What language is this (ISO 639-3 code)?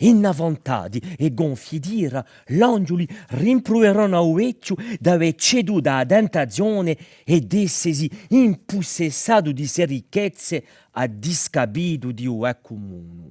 cos